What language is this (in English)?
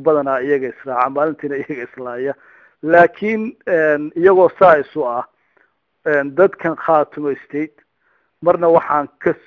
Somali